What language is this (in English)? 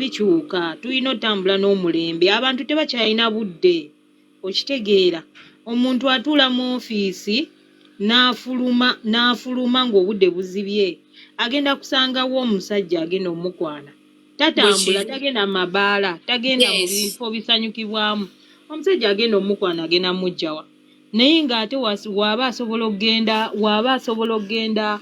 Ganda